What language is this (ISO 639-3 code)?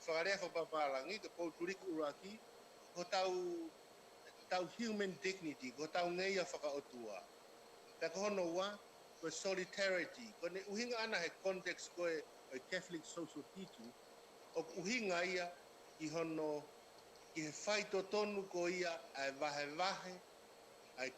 ton